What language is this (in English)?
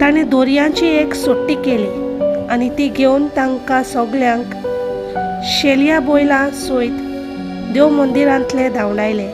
Konkani